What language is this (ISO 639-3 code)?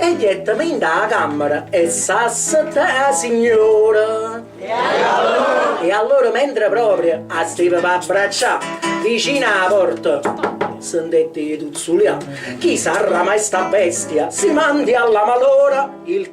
nap